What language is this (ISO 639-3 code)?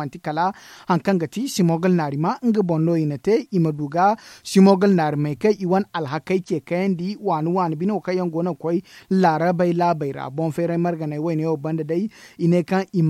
dje